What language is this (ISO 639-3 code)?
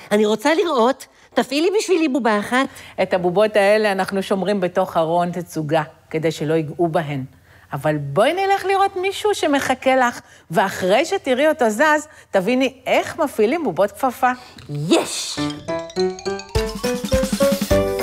heb